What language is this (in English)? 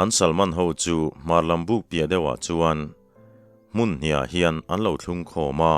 Mizo